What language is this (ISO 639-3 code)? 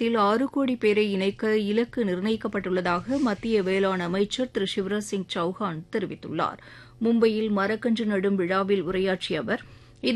tam